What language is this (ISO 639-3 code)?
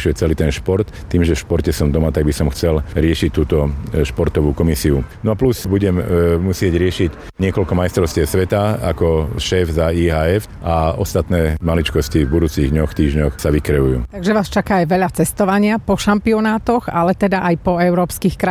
slk